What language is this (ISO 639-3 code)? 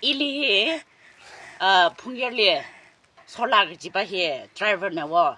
nmf